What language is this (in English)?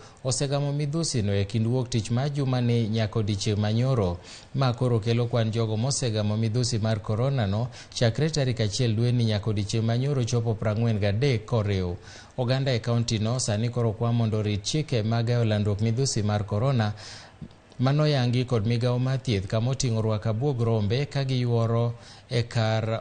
Luo (Kenya and Tanzania)